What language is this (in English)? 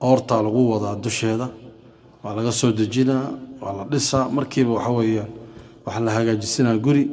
Somali